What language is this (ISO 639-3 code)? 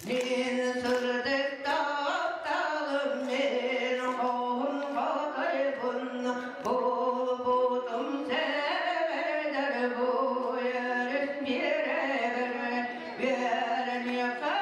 sah